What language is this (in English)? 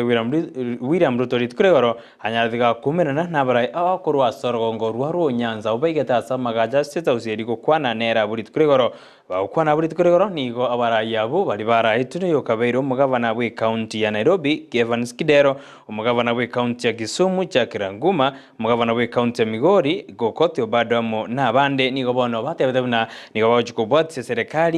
Gusii